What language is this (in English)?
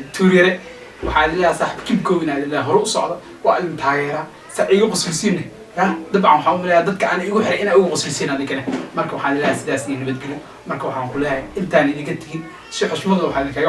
Somali